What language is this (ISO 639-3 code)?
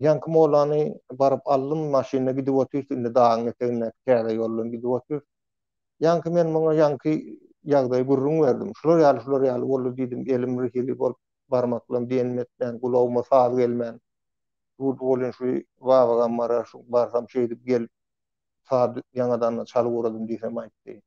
tuk